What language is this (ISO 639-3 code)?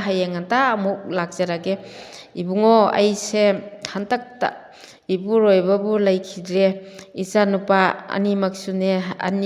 mni